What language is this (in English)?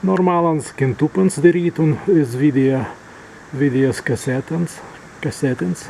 Prussian